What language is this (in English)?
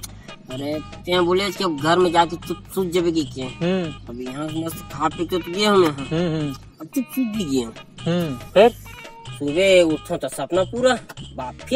Chhattisgarhi